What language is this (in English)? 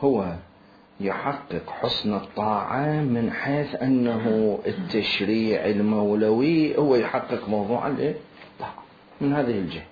Mesopotamian Arabic